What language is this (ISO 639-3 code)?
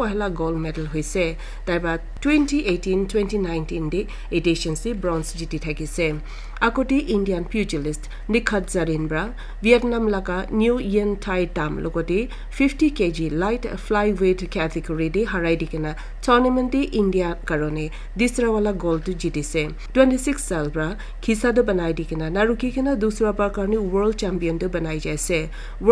nag